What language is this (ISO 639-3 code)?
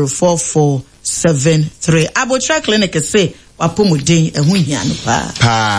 aka